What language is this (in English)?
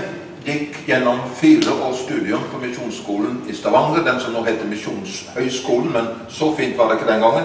Norwegian